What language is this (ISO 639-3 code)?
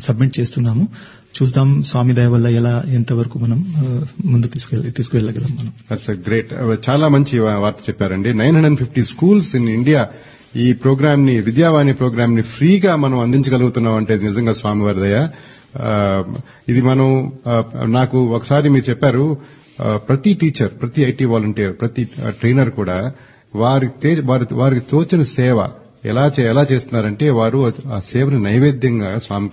tel